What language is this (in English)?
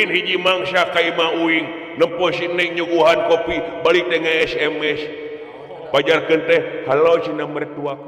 Sundanese